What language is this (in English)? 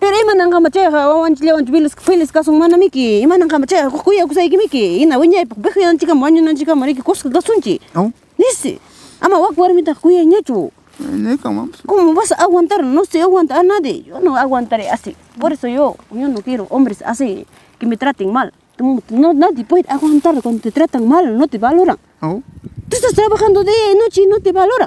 Ayacucho Quechua